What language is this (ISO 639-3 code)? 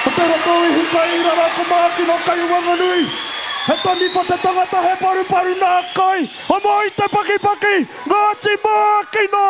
mri